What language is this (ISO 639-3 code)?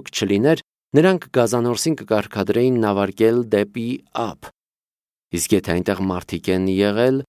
hye